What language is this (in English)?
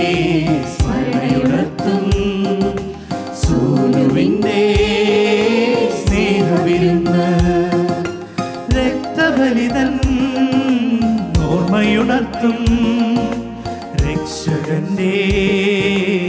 Malayalam